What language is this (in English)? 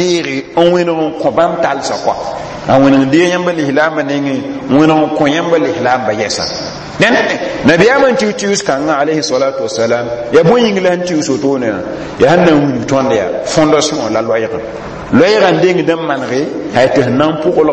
Mossi